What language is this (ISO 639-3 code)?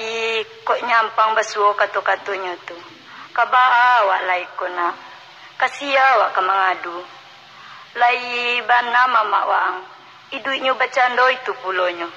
min